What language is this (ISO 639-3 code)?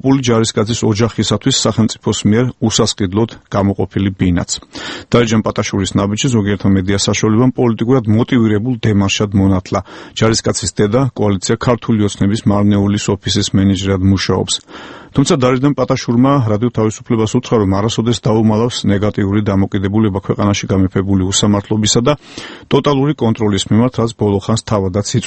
kat